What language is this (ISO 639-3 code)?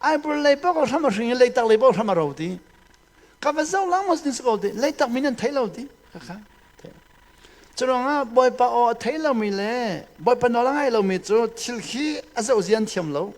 cnh